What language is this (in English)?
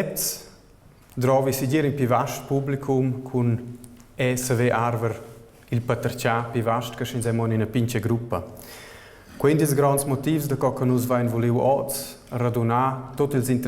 Romansh